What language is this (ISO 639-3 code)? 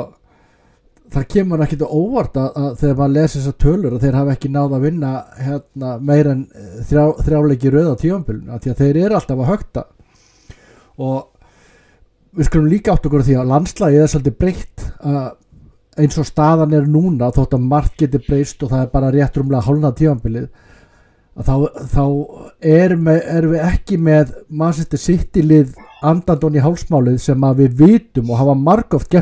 isl